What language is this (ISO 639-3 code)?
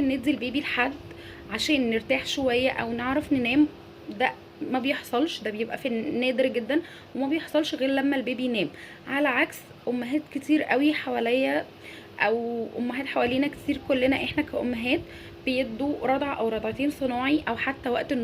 arz